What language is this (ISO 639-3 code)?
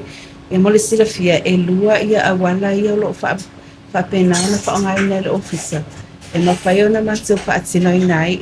smo